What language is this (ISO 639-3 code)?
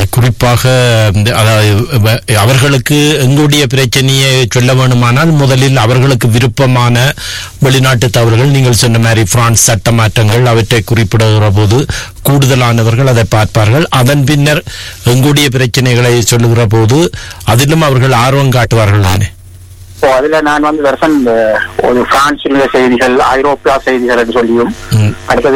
tam